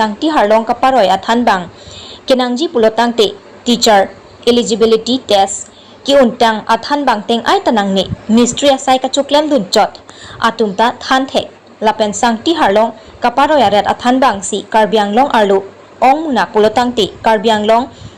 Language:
Karbi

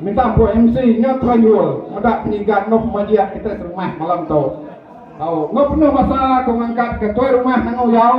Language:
Iban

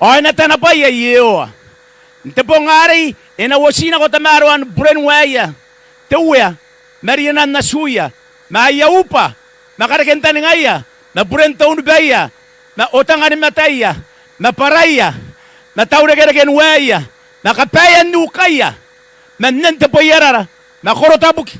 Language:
Gilbertese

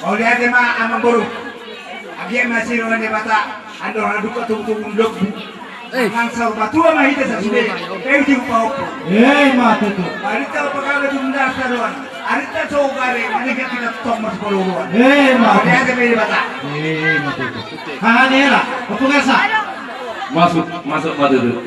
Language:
Batak Toba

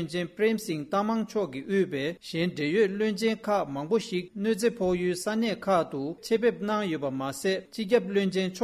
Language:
Tibetan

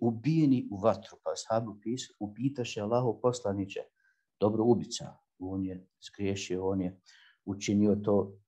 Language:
Bosnian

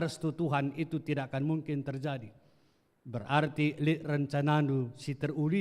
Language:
Batak Karo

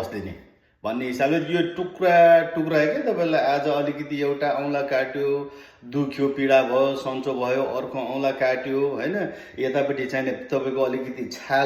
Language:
Nepali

